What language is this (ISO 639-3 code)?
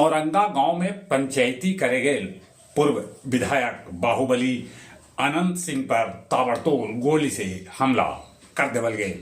mag